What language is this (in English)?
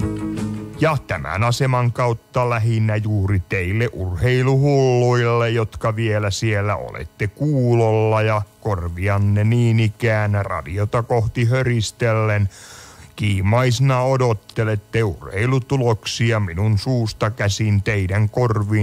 Finnish